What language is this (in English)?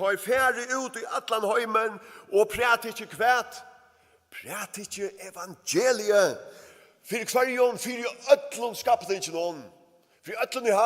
Faroese